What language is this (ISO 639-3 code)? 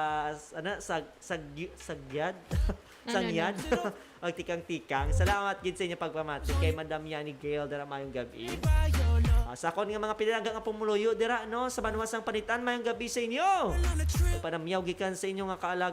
hil